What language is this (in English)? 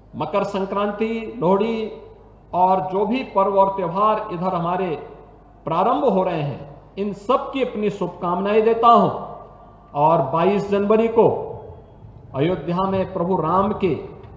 Hindi